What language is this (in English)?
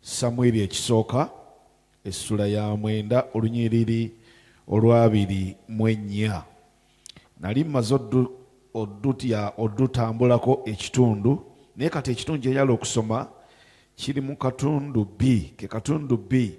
Ganda